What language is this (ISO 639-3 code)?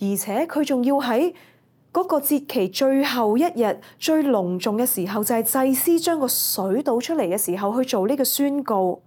yue